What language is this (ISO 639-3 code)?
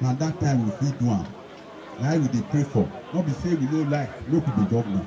pcm